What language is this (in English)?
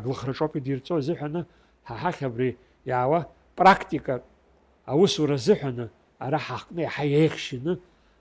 Abkhazian